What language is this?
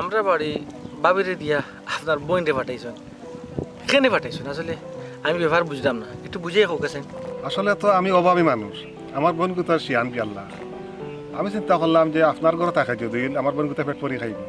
Sylheti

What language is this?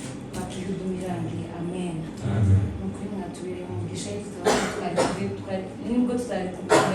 Kinyarwanda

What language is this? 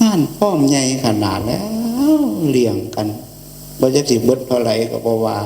Northeastern Thai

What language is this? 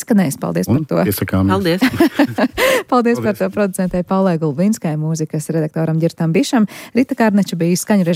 Latvian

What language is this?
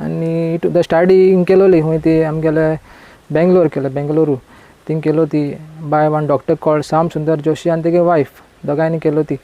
Konkani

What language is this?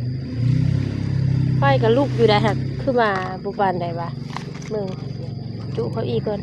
Lao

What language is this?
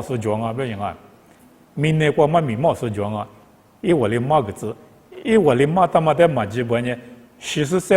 Lisu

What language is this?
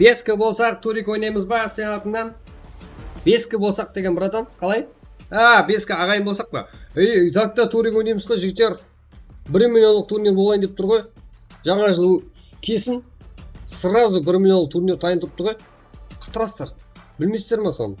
Kara-Kalpak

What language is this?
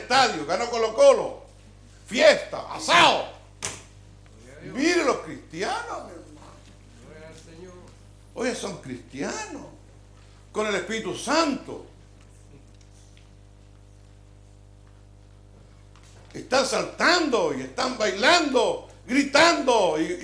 Spanish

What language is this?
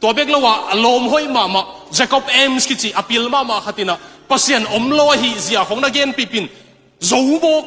Tedim Chin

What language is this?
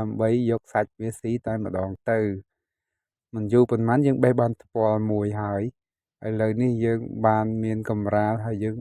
Khmer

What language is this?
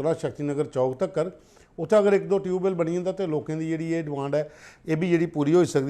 Dogri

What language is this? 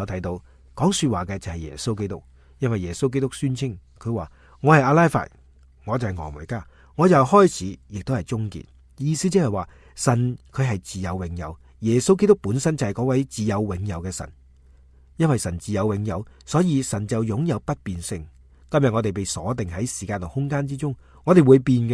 Cantonese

